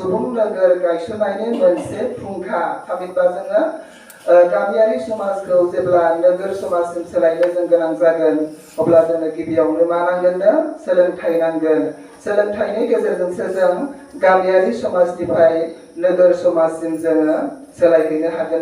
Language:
Bodo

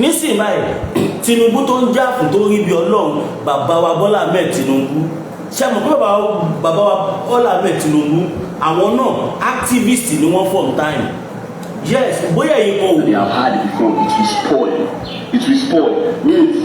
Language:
Yoruba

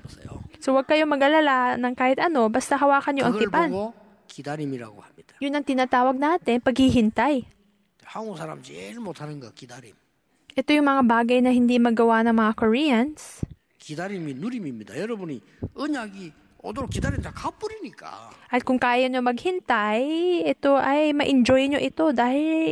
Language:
Filipino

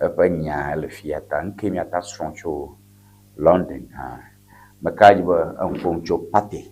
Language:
Ewe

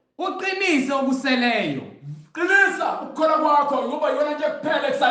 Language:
Zulu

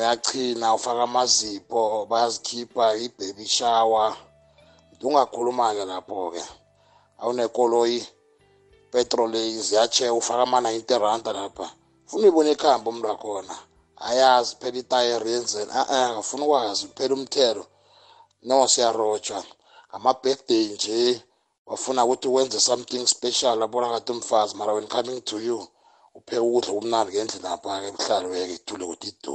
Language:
South Ndebele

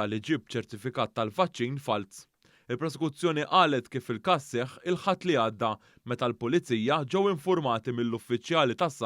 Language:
Maltese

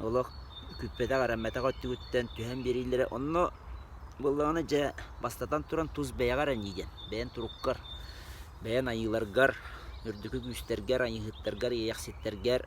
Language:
Yakut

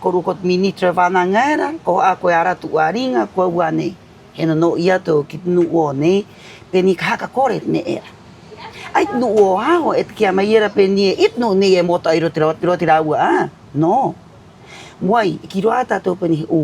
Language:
Rapanui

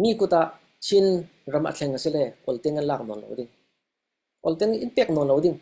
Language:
Falam Chin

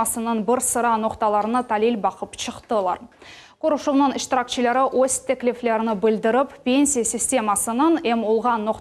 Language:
Crimean Tatar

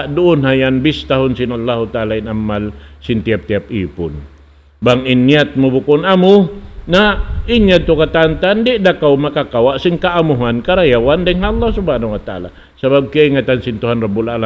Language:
Tausug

